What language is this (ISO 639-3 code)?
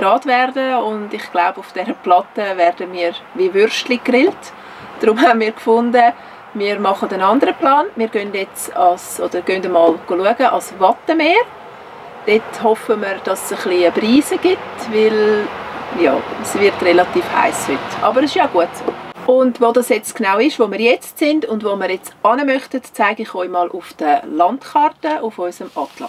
gsw